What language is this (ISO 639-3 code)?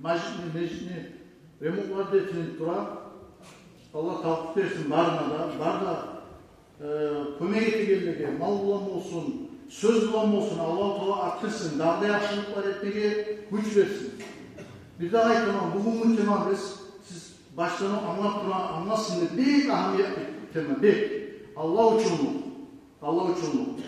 kum